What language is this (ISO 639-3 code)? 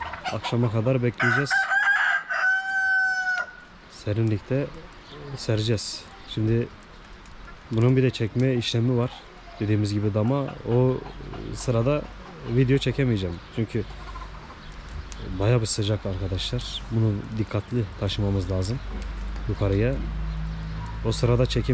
tur